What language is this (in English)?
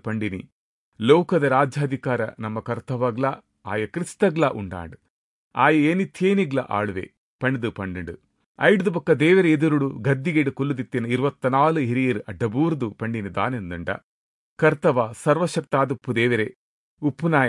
Tulu